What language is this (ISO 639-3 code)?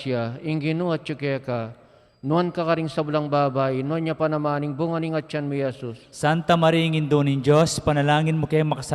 pam